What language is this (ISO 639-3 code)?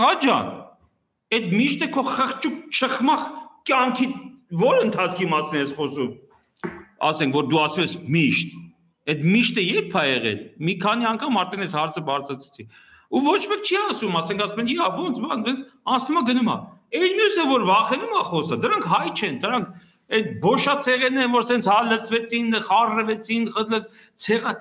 hye